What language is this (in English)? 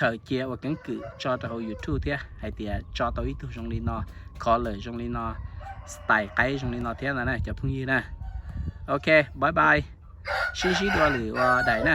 Hmong